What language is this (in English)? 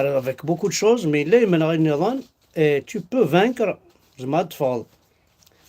Kabyle